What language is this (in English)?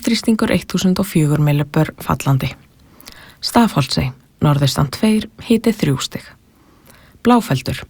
Icelandic